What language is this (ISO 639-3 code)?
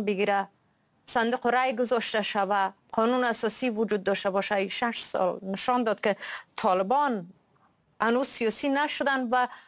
fas